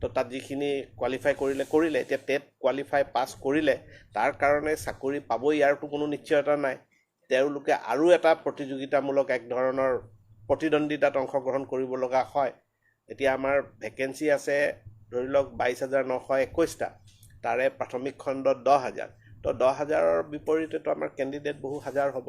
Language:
Assamese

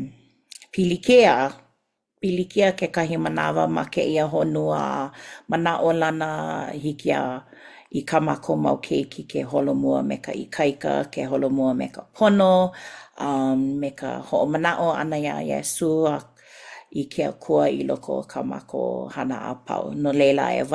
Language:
Hawaiian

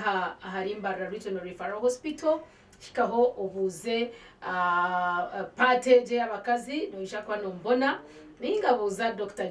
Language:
Nyankole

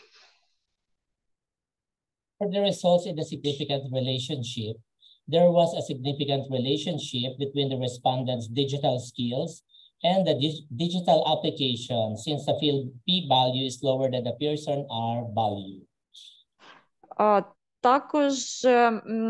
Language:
Ukrainian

